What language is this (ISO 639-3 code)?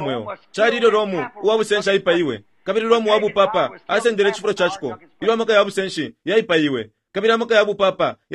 bem